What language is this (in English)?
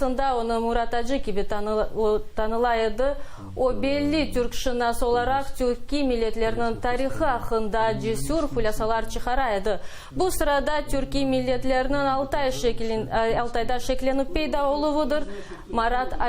Crimean Tatar